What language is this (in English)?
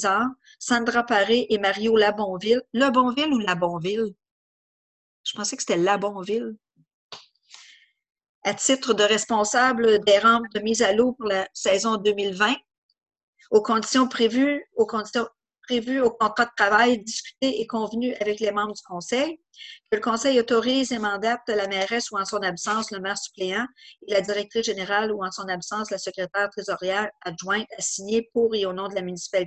French